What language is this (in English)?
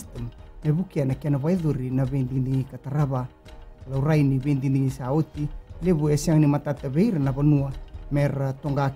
Fijian